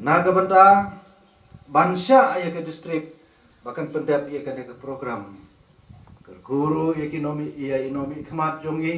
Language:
Khasi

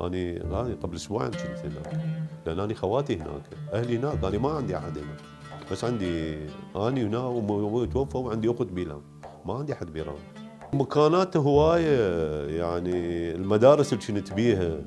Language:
Mesopotamian Arabic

